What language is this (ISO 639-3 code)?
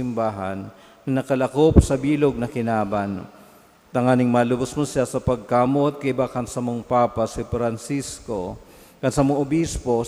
bik